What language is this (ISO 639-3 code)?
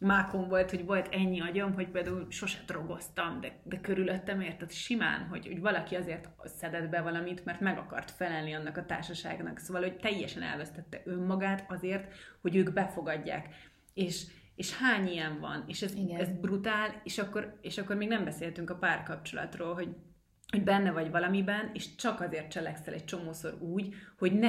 hun